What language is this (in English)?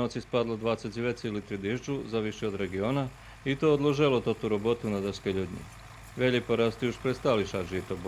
Rusyn